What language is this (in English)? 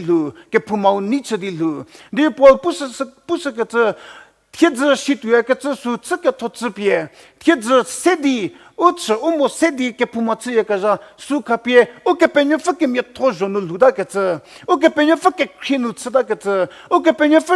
Angami Naga